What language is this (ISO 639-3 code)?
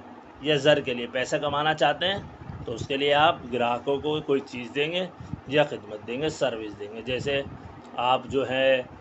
urd